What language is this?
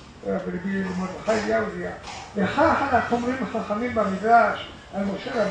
Hebrew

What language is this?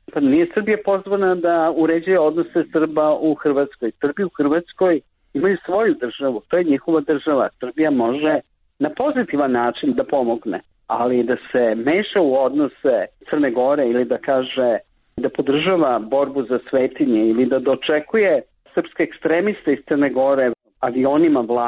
Serbian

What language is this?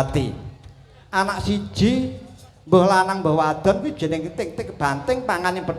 Javanese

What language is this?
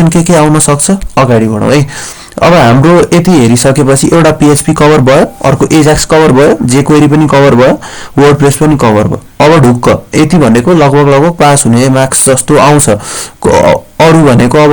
Nepali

